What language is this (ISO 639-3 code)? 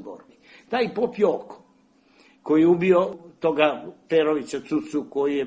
srp